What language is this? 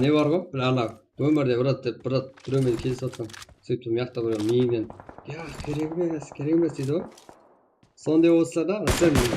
Kara-Kalpak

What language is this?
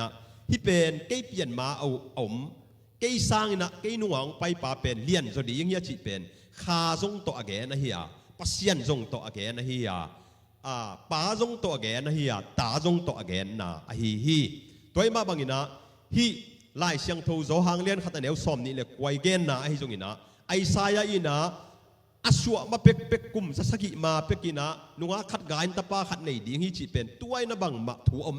Tedim Chin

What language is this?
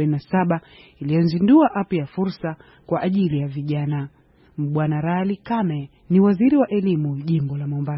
Swahili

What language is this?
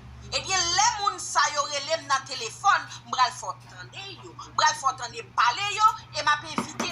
Haitian Creole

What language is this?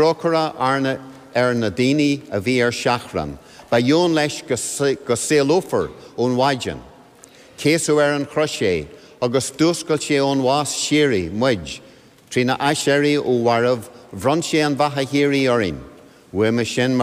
Irish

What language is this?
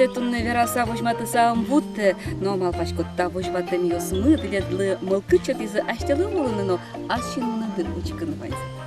Udmurt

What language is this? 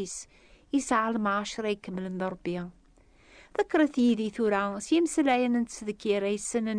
Kabyle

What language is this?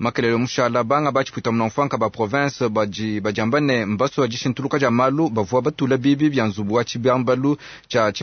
Luba-Lulua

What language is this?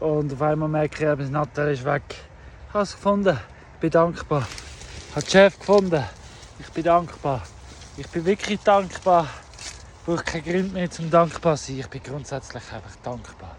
Swiss German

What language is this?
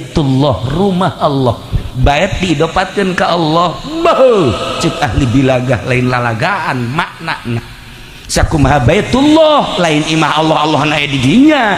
Sundanese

